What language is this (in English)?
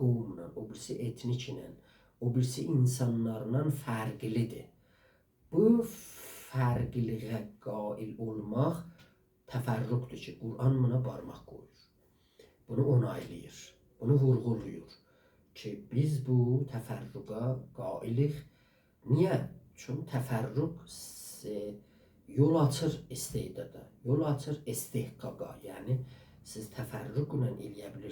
South Azerbaijani